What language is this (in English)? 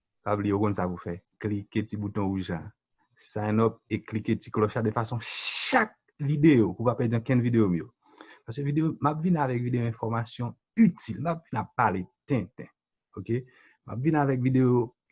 Haitian Creole